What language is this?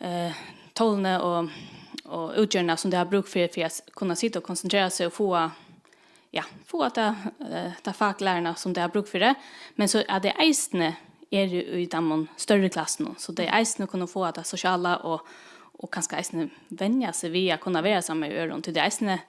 Faroese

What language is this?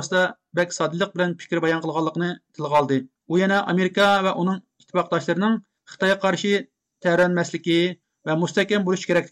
Uyghur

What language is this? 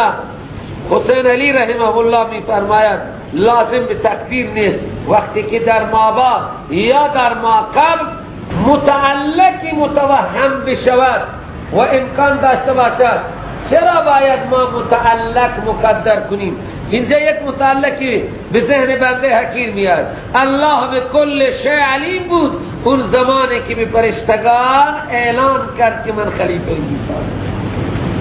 Persian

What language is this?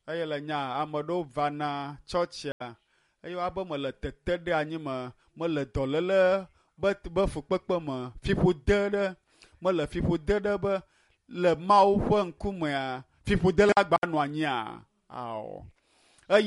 Ewe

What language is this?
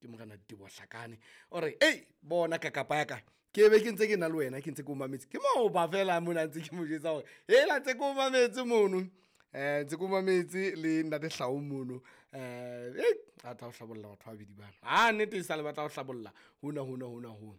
Southern Sotho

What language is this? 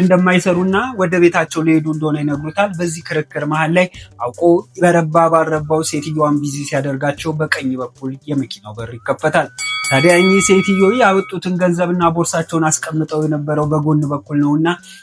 Amharic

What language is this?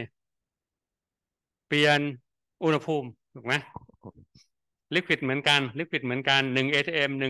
Thai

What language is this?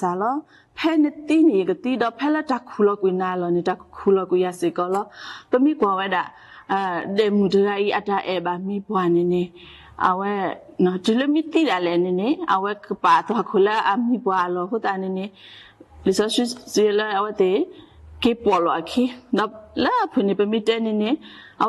S'gaw Karen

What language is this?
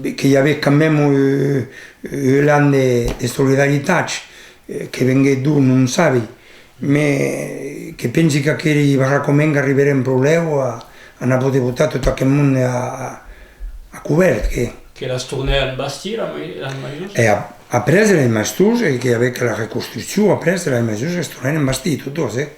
Occitan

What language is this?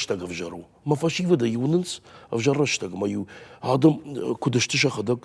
Ossetic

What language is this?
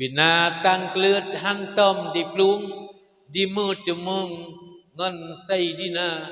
Achinese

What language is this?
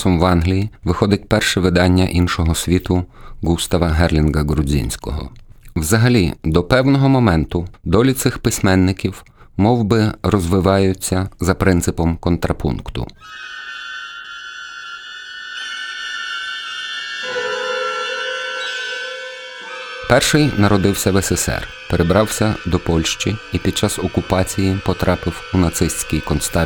Ukrainian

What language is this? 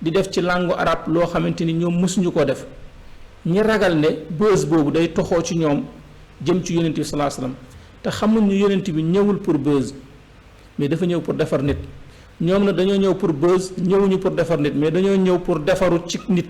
Wolof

